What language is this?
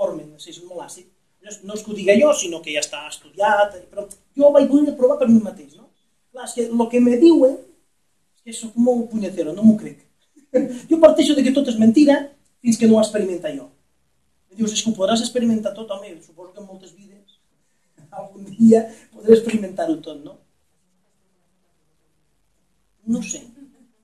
Catalan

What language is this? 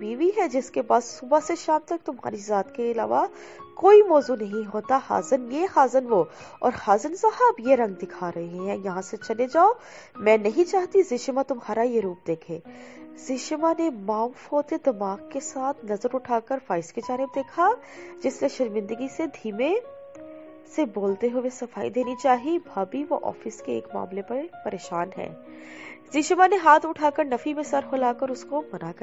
Urdu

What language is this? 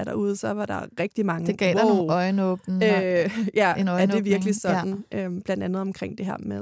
Danish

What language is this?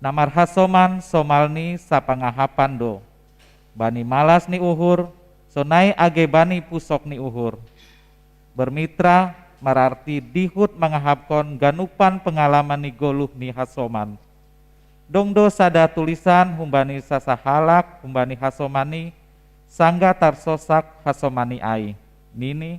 Batak Simalungun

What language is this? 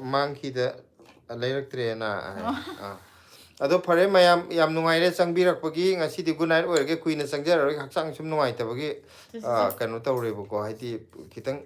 Manipuri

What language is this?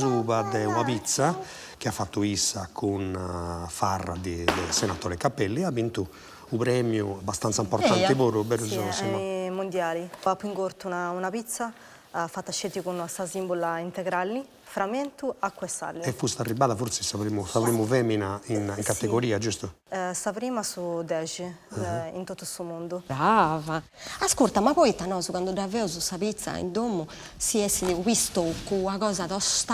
Sardinian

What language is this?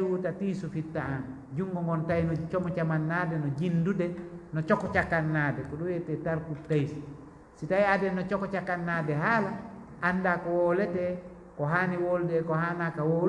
Fula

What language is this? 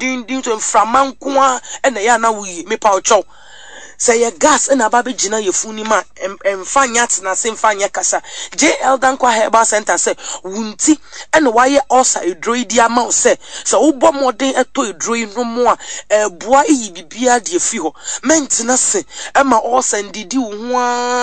Akan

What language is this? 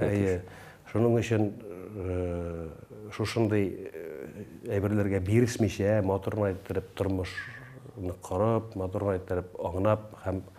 Tatar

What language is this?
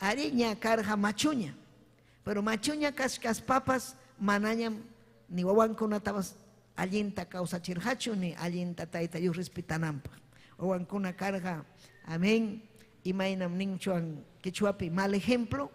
Ayacucho Quechua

